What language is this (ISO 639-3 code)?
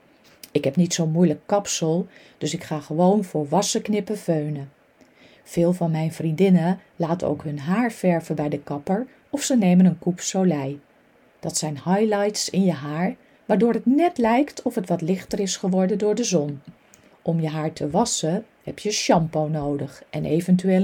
nld